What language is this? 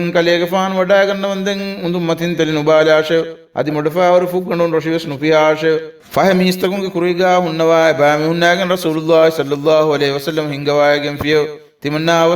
Divehi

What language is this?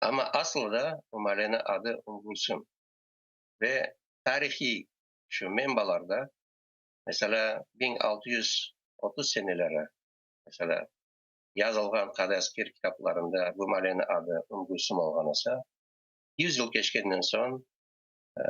Crimean Tatar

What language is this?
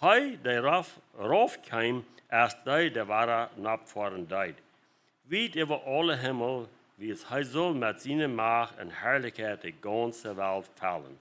Plautdietsch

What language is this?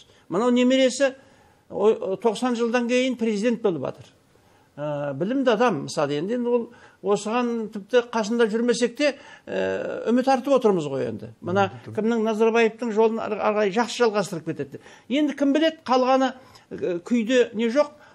Kazakh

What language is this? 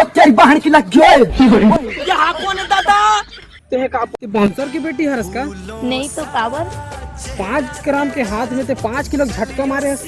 Chhattisgarhi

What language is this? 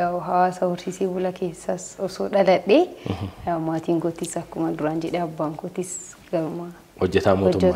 Oromo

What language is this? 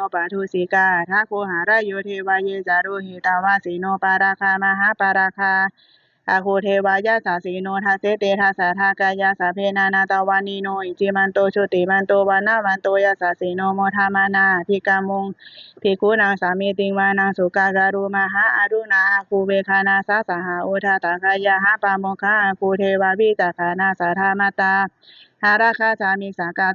Pali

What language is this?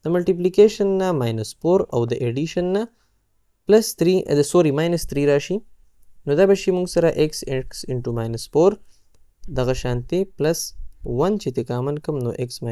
Pashto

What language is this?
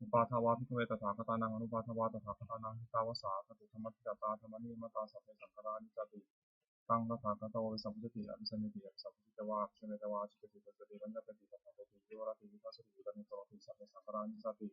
Pali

